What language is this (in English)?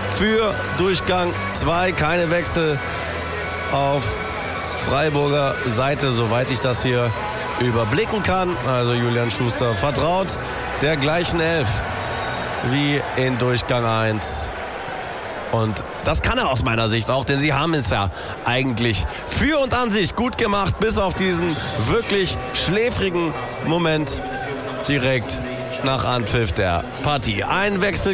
German